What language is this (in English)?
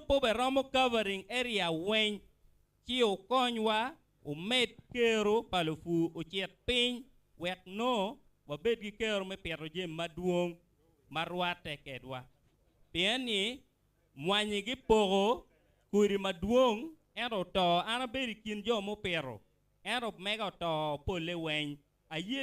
Acoli